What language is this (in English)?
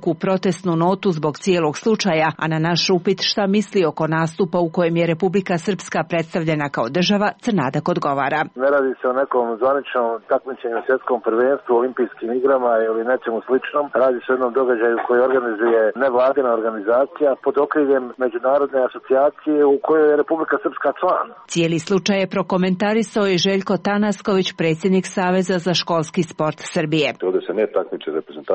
Serbian